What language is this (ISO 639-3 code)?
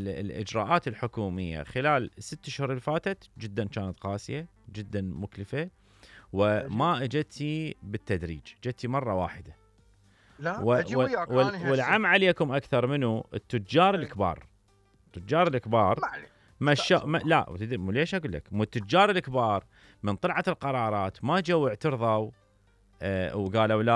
acm